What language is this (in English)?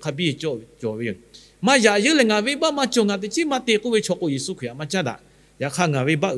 Lahu